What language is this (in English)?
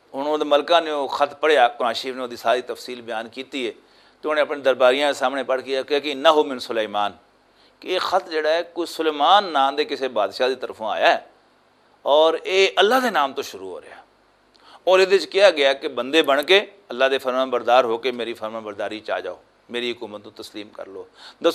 Western Panjabi